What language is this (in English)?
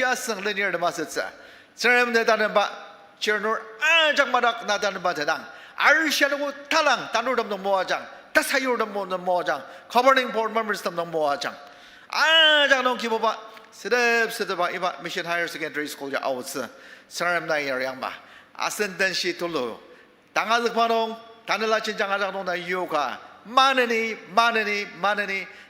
Ao Naga